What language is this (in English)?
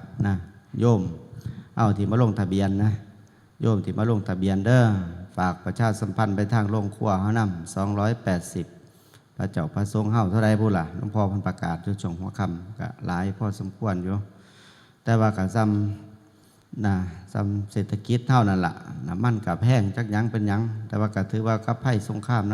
Northeastern Thai